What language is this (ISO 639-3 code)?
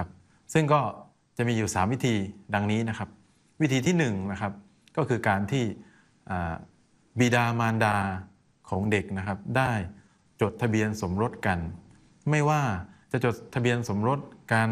tha